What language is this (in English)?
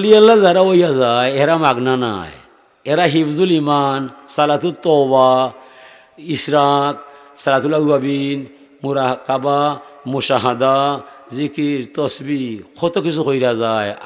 Sylheti